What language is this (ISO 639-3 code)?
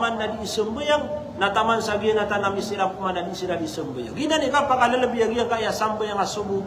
mrw